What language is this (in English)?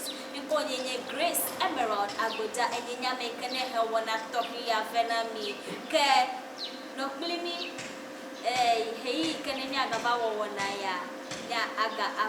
Ewe